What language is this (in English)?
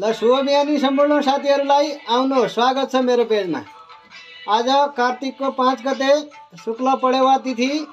Nepali